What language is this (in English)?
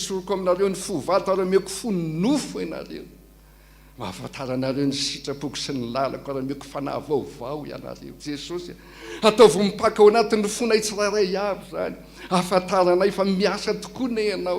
Malagasy